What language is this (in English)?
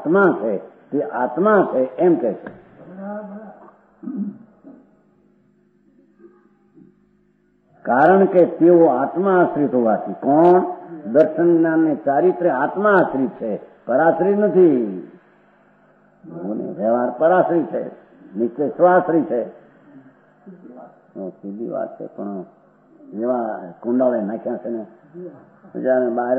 Gujarati